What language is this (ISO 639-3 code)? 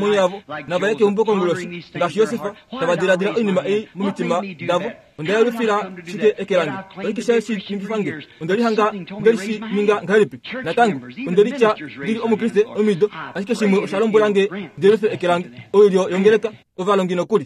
kua